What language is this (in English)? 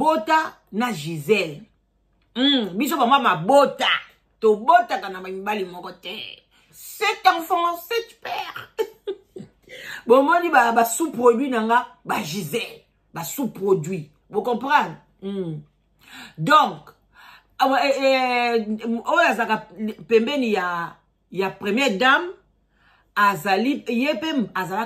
Lingala